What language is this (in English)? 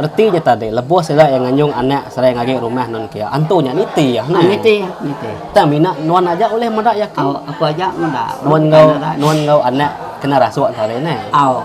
Iban